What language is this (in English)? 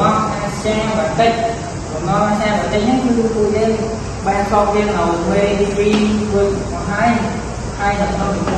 Khmer